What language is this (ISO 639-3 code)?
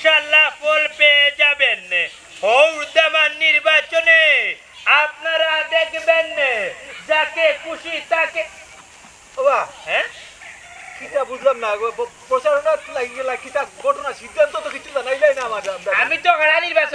syl